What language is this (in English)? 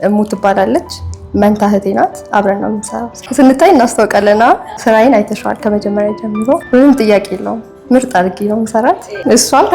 Amharic